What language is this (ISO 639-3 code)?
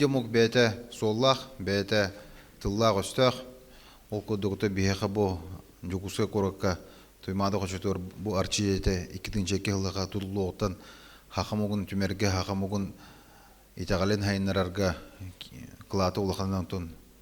sah